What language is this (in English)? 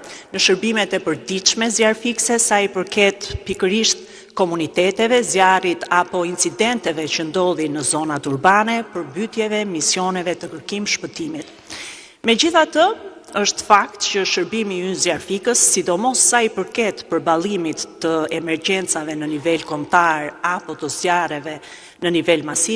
Albanian